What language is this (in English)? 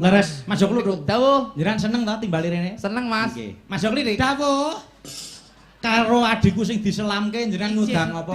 Javanese